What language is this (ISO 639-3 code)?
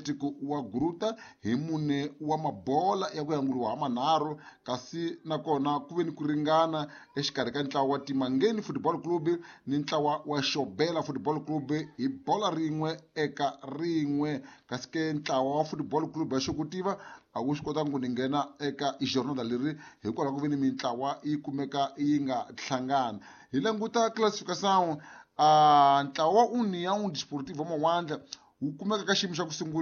tso